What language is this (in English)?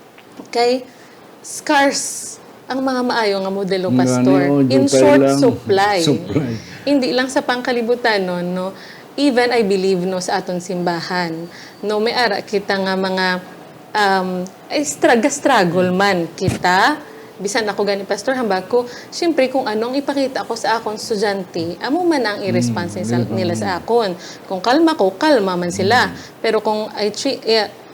Hiligaynon